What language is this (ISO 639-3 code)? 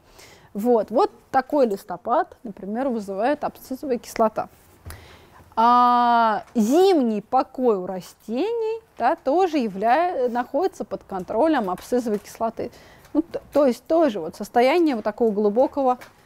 rus